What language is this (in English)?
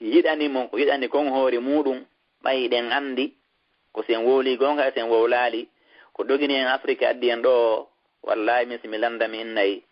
Fula